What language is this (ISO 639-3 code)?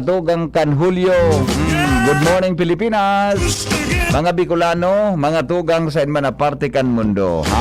bik